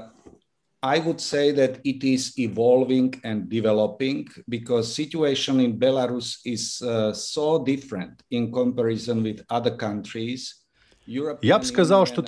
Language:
Belarusian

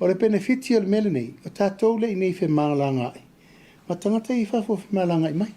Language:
Samoan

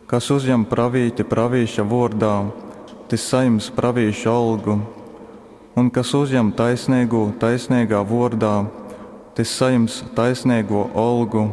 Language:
Latgalian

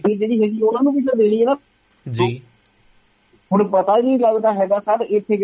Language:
Punjabi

